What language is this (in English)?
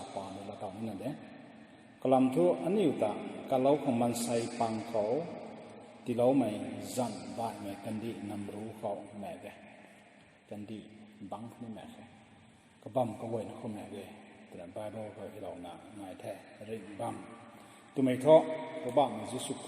Rongmei Naga